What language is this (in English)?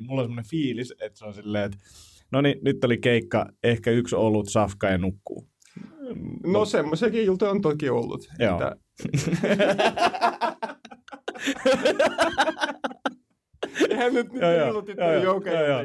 Finnish